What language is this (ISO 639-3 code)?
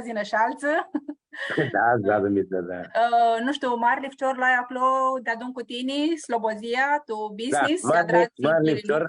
rup